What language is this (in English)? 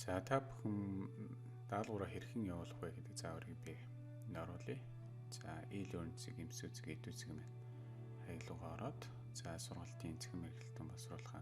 Mongolian